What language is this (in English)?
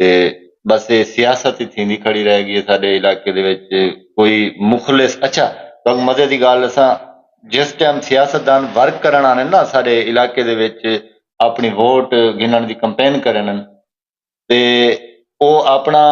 Saraiki